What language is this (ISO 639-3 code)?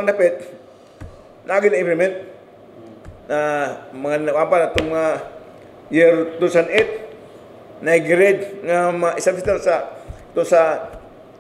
ceb